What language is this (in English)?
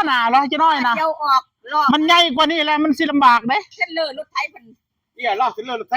Northeastern Thai